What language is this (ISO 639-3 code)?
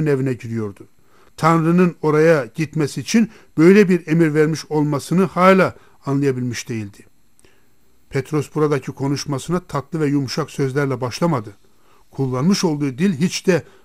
tur